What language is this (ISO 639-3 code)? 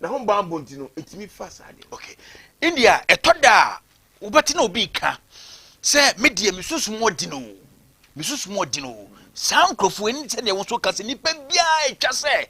aka